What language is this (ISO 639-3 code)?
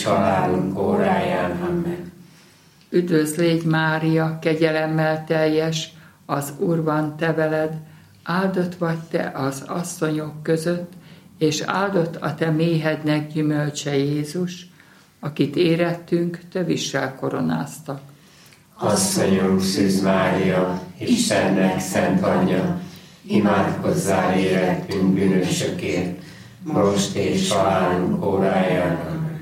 hun